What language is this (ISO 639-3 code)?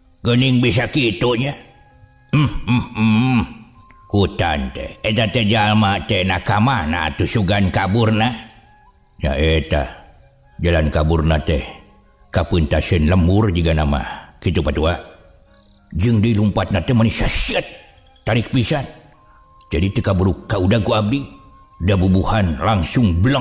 sun